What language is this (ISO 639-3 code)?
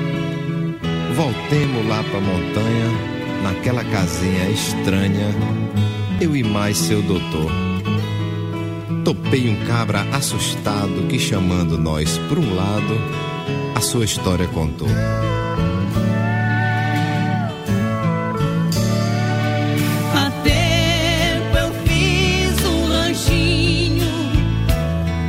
por